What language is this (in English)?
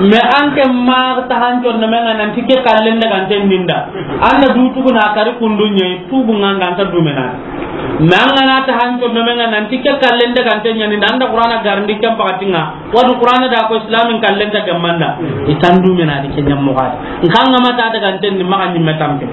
Soninke